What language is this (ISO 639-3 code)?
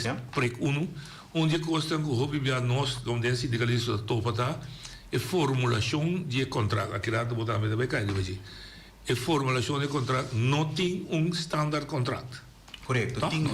pap